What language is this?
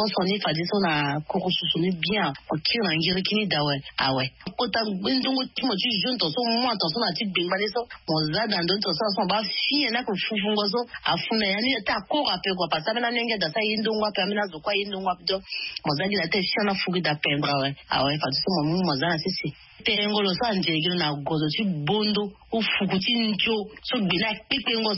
Sango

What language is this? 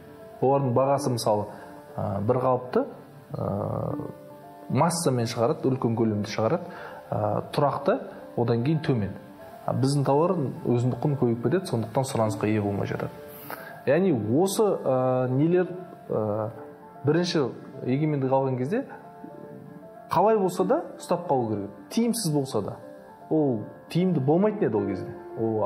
Kazakh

